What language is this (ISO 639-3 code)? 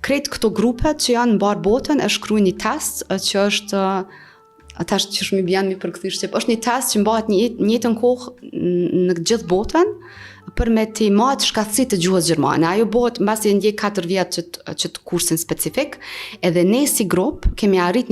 sqi